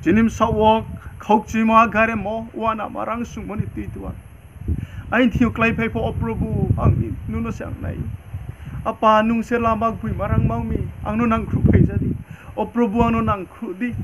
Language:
Riang (India)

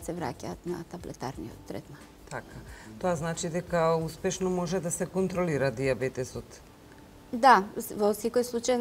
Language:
Macedonian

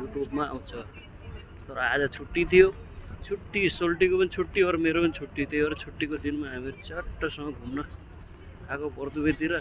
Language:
Nepali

